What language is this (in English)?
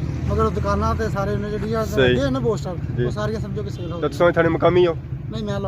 Pahari-Potwari